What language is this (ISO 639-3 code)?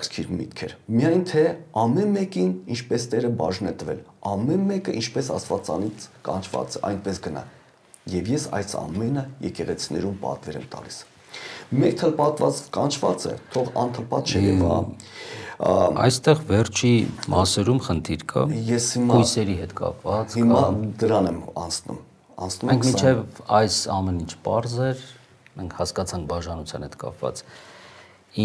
hye